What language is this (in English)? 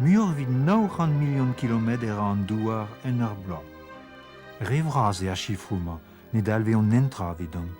Breton